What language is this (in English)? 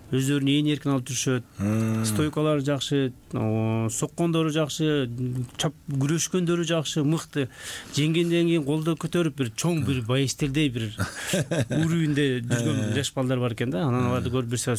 Kyrgyz